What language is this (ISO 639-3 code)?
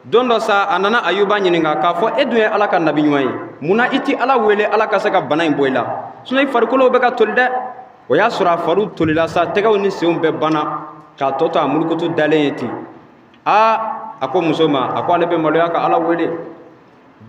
bam